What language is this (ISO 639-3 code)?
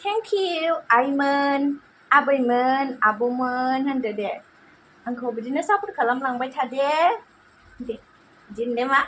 brx